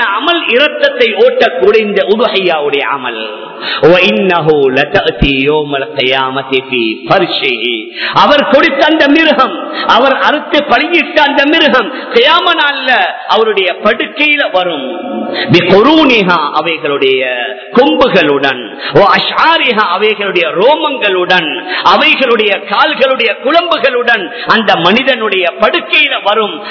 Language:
Tamil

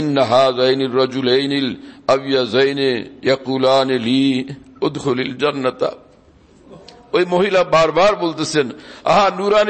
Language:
Bangla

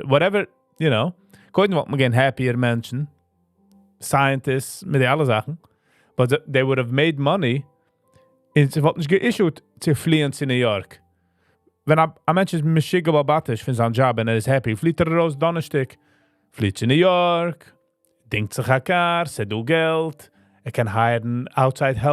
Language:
Yiddish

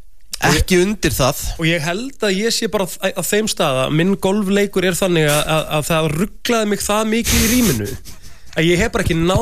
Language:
Icelandic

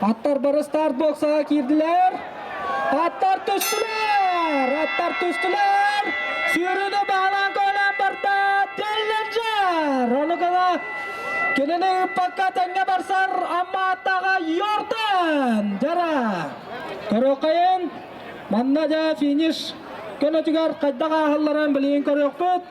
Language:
Yakut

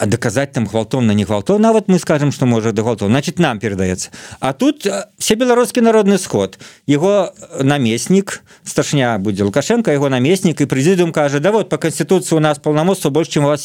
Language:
Belarusian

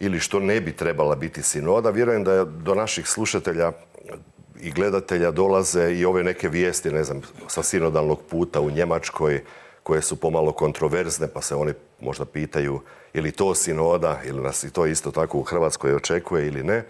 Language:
Croatian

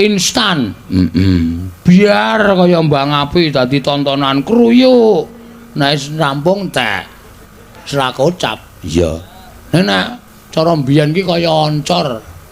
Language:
Javanese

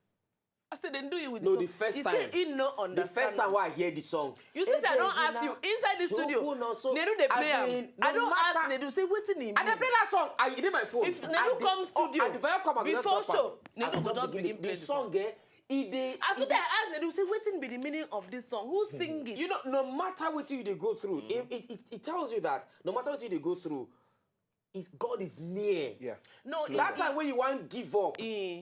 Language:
Nigerian Pidgin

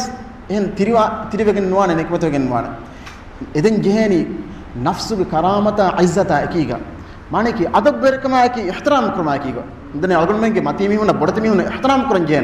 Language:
Divehi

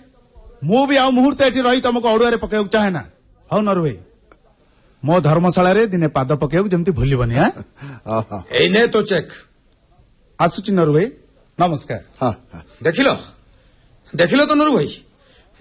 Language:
Odia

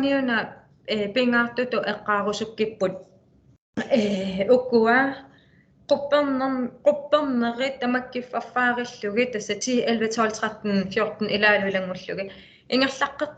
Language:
Kalaallisut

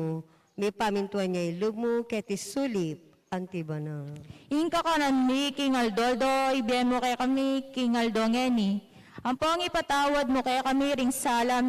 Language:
Pampanga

